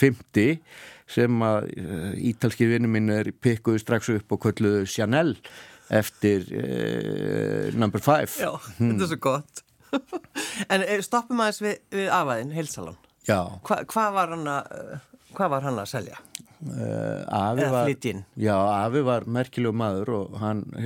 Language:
Icelandic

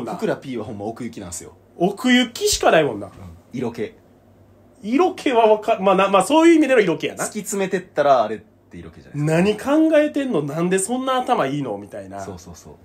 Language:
Japanese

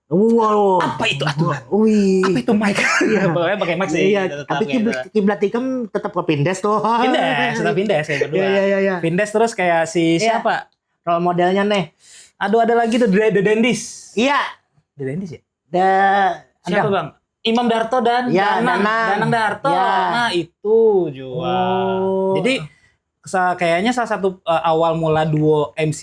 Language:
Banjar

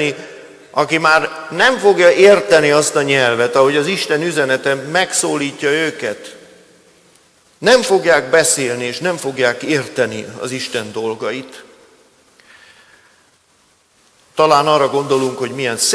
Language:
Hungarian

